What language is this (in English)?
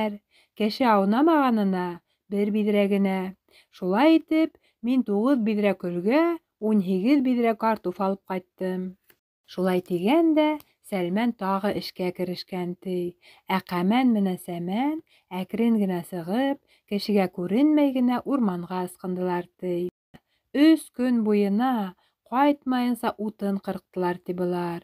Bashkir